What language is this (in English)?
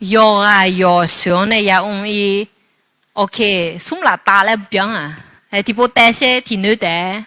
Akha